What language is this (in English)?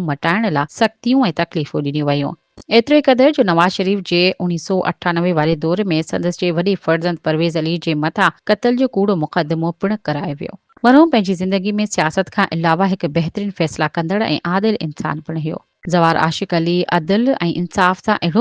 Sindhi